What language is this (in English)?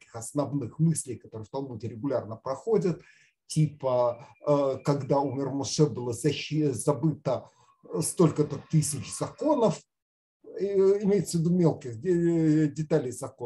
Russian